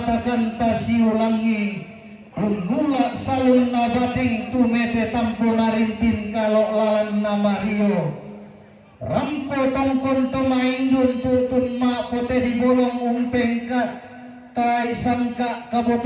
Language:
Toraja-Sa'dan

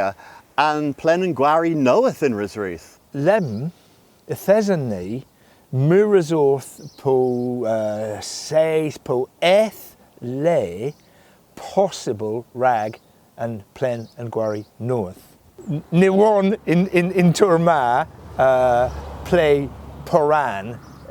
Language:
Cornish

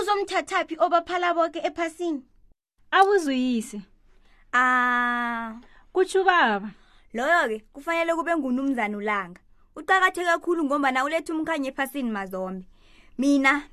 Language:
South Ndebele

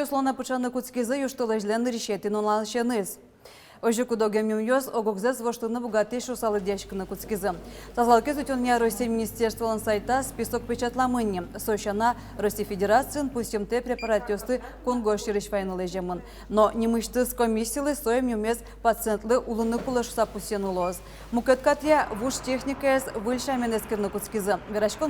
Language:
Udmurt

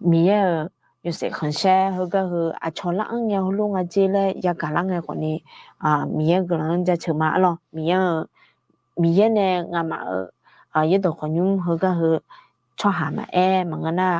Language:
Akha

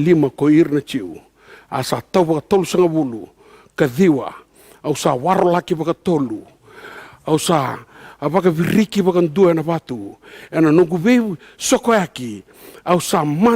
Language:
Fijian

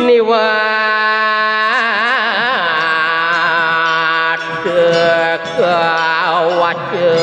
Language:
Balinese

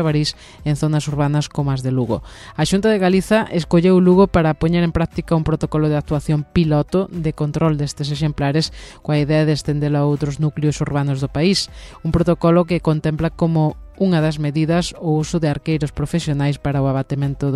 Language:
Galician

